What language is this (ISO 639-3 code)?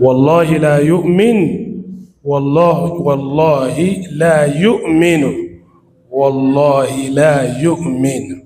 yor